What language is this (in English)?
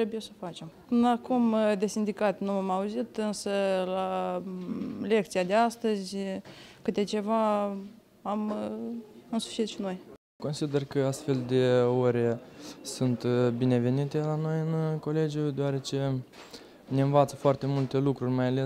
Romanian